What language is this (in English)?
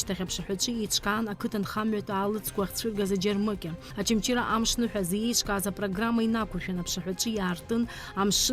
Abkhazian